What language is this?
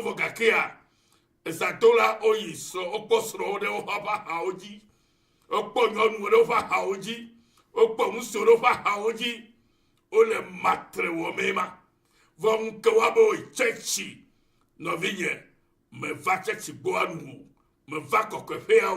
Ewe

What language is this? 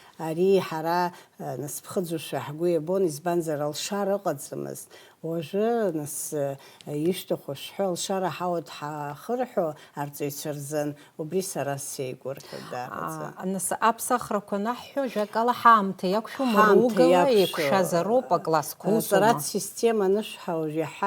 Abkhazian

